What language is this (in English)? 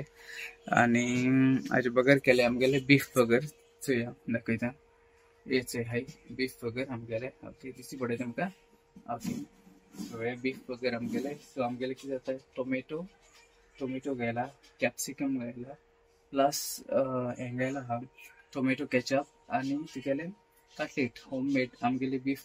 Konkani